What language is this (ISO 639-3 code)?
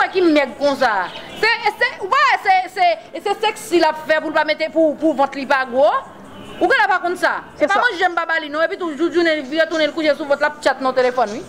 hat